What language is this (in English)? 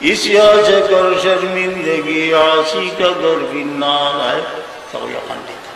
Sylheti